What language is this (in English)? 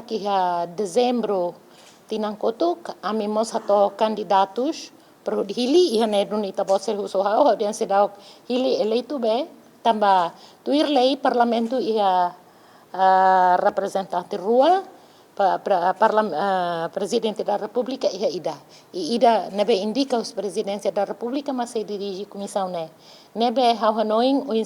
Tetum